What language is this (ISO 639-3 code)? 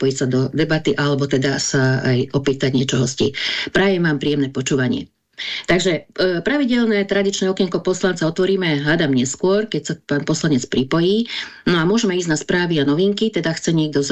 slk